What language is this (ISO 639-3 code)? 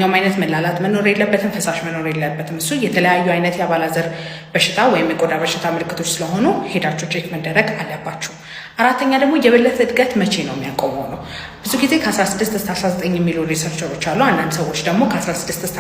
amh